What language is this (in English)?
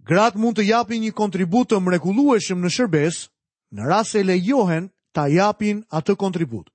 Albanian